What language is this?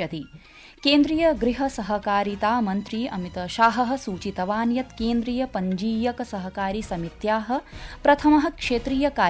Sanskrit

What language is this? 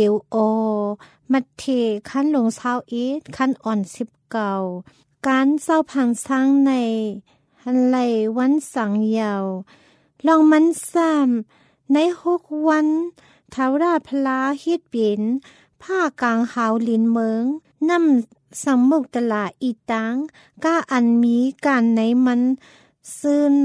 Thai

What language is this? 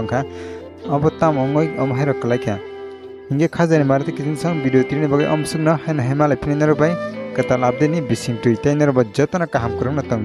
Kok Borok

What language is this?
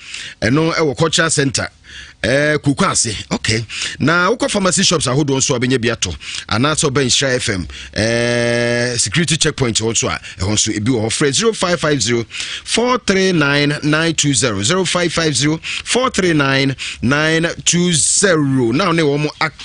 Akan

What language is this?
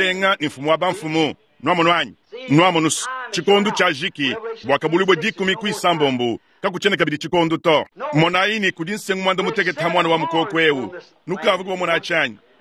Luba-Lulua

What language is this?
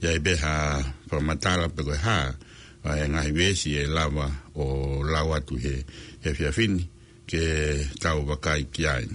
Tongan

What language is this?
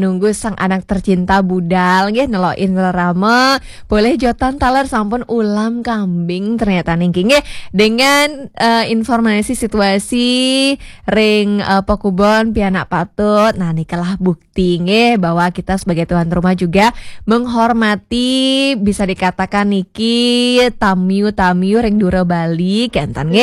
Balinese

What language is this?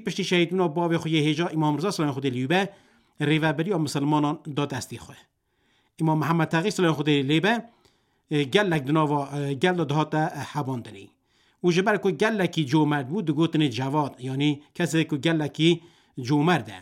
Kurdish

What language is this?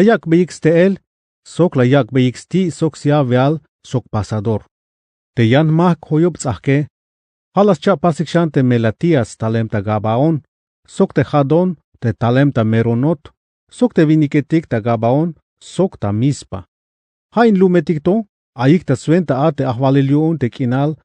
Tzeltal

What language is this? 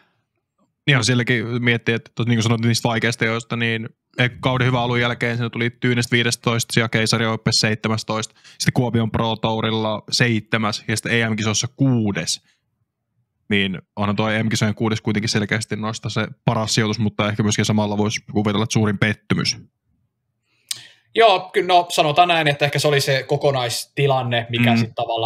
Finnish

